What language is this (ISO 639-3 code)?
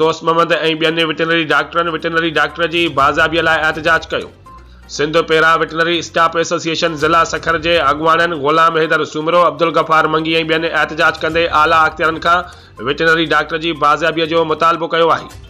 snd